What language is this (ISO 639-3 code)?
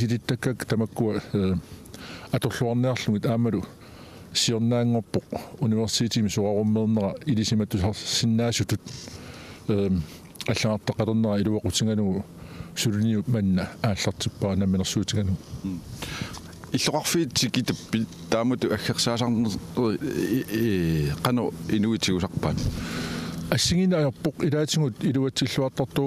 kal